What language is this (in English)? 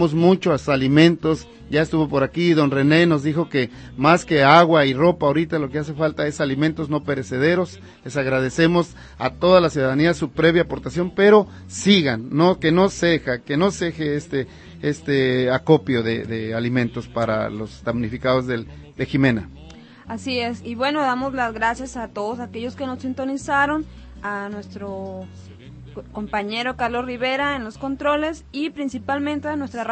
Spanish